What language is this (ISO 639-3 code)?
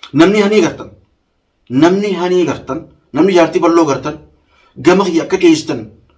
orm